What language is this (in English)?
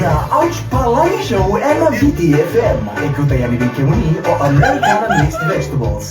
Fijian